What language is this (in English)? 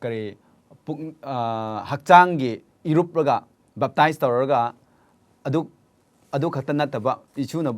Manipuri